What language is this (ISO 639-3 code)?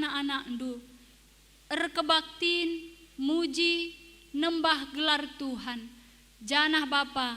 btx